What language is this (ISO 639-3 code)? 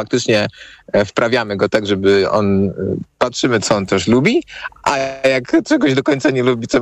pol